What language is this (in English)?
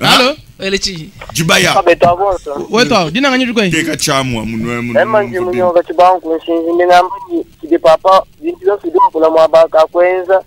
Luba-Lulua